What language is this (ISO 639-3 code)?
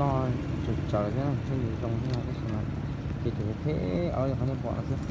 hmn